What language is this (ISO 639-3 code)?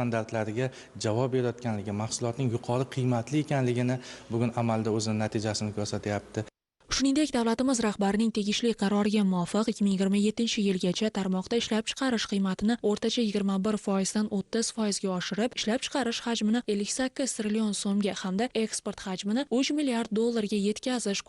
uzb